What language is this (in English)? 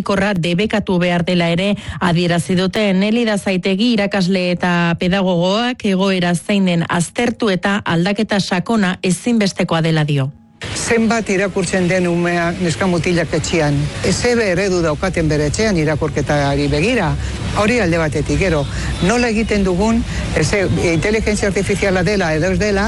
Basque